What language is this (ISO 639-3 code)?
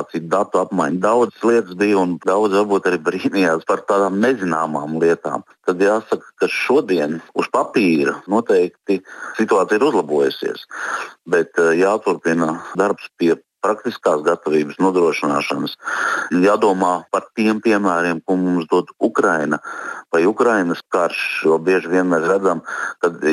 lav